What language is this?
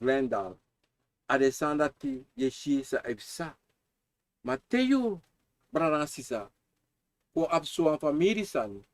Sranan Tongo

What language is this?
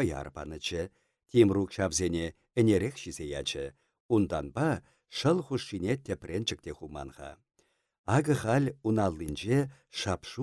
Chuvash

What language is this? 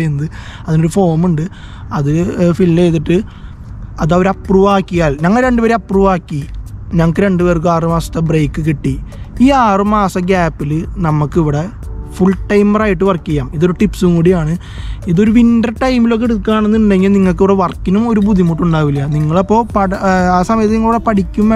Malayalam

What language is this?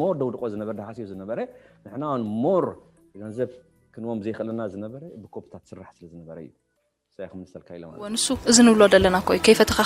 Tigrinya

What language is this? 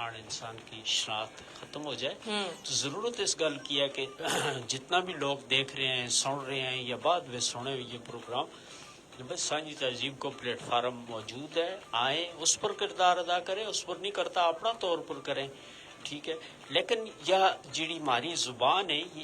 Gujari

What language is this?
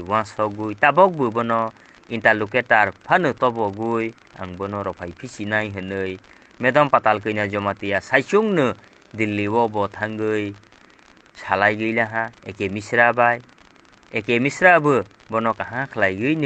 Kok Borok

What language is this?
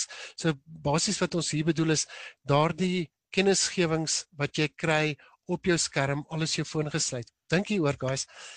Afrikaans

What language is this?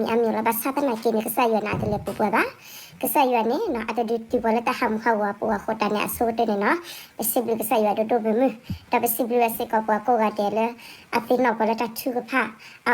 S'gaw Karen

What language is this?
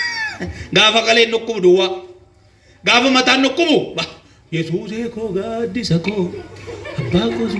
Oromo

